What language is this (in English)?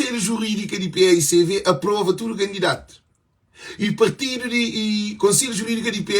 Kabuverdianu